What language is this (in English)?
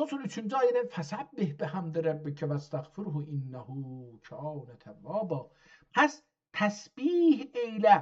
South Azerbaijani